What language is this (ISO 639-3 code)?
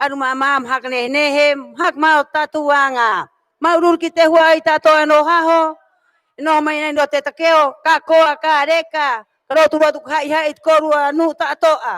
rap